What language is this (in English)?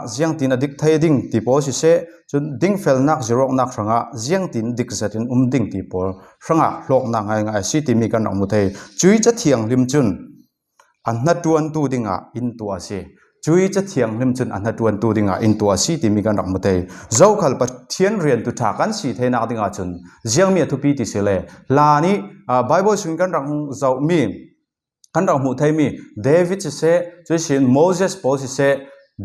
Falam Chin